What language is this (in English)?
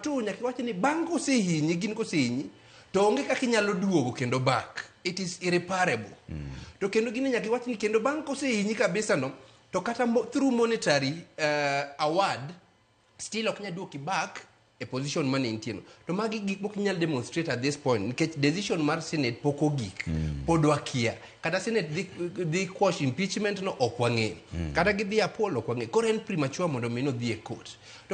Luo (Kenya and Tanzania)